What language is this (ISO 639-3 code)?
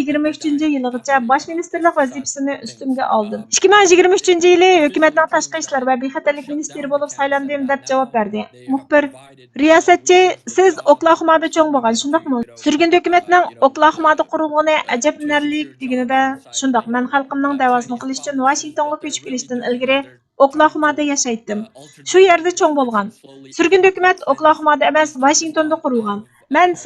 uig